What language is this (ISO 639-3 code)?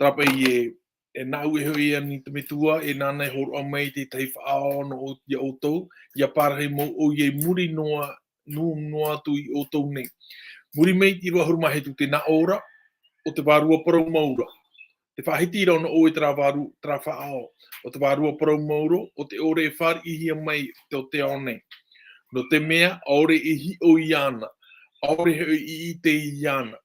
tah